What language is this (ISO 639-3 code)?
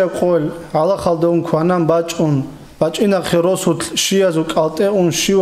ava